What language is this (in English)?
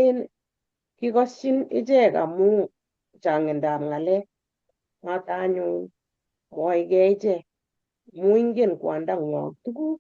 Kalenjin